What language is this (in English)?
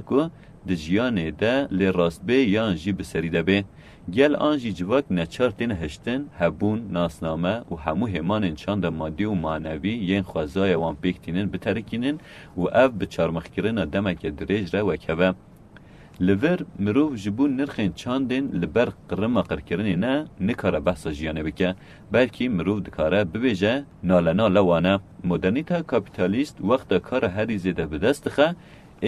Kurdish